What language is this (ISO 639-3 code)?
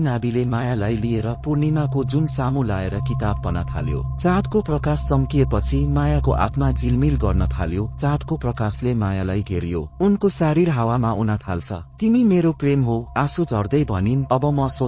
nep